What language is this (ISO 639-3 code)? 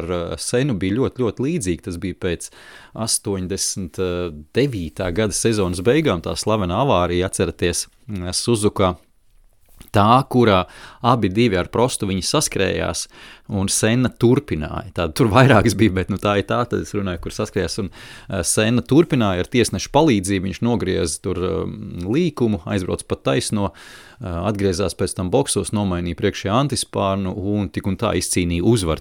lav